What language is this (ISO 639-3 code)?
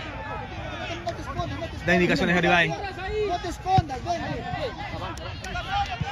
spa